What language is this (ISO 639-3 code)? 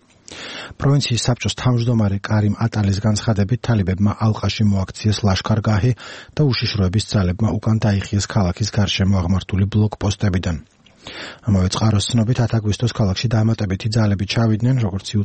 kat